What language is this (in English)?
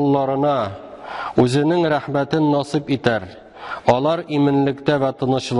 Tatar